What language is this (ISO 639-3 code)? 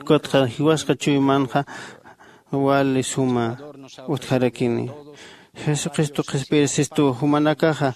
aym